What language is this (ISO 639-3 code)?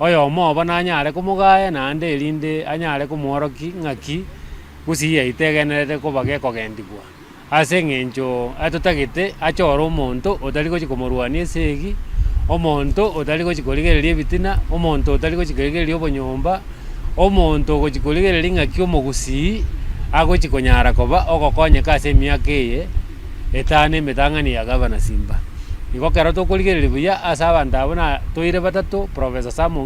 guz